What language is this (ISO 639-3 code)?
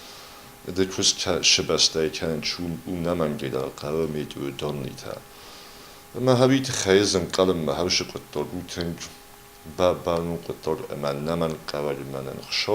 oss